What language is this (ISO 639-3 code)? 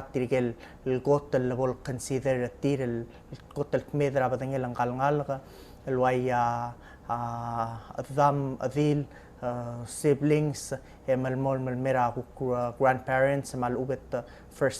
pau